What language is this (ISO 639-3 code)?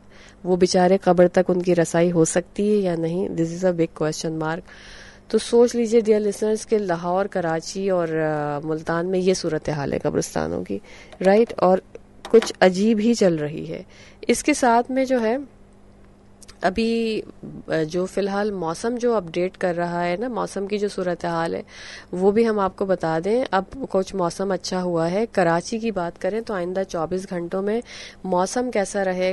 urd